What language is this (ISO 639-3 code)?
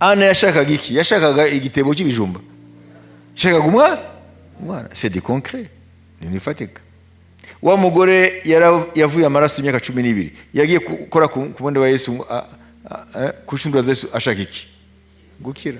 kin